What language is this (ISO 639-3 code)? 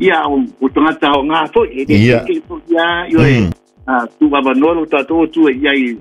smo